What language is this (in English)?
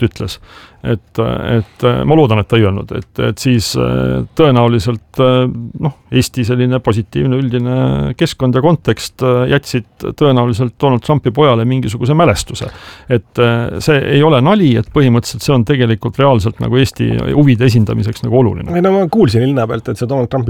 Estonian